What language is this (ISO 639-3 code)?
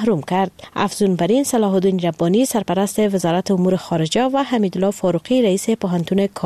fas